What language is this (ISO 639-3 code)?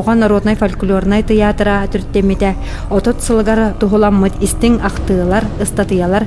sah